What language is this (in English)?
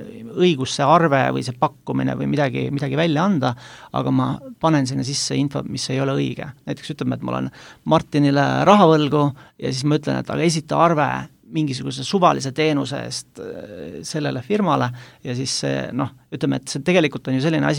Estonian